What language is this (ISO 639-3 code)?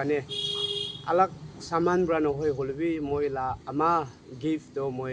nag